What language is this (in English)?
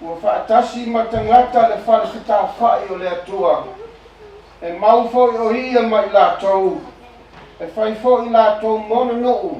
Samoan